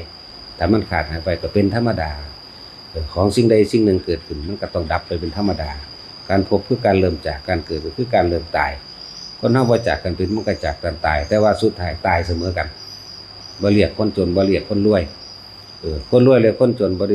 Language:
Northeastern Thai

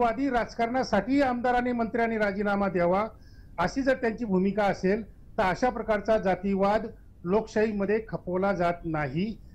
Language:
Marathi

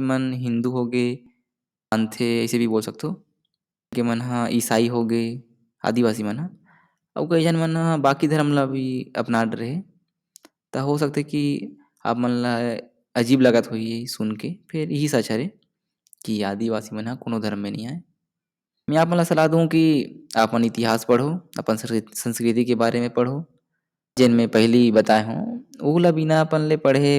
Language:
Chhattisgarhi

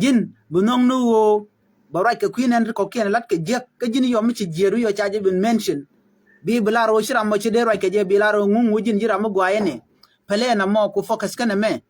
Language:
Nuer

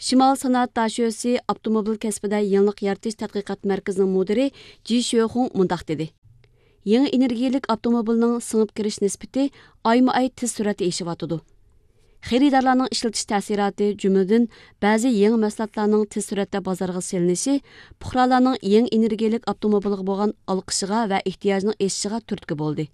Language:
Uyghur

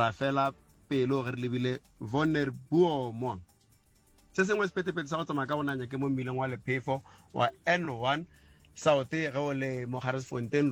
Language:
Northern Sotho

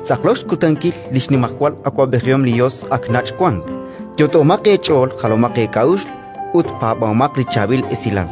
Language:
Kekchí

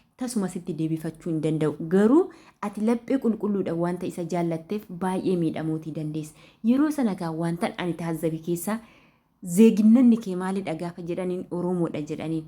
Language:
Oromo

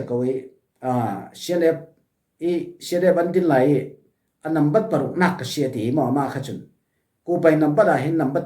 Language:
Falam Chin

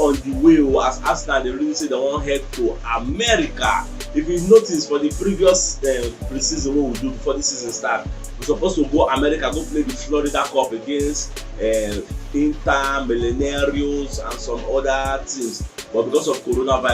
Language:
Nigerian Pidgin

